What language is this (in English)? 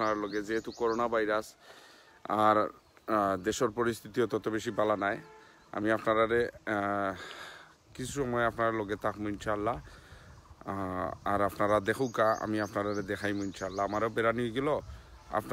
Sylheti